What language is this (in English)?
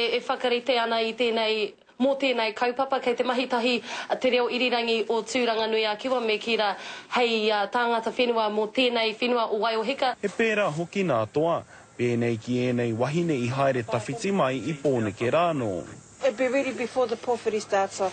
Māori